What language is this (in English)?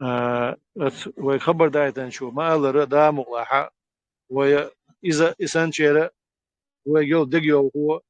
Chechen